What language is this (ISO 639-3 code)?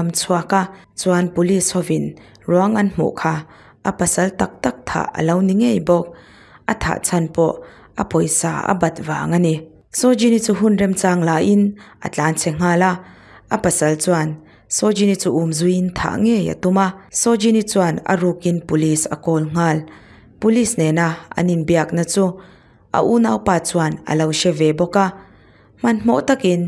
lus